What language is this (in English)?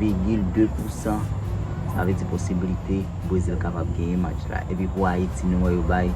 Haitian Creole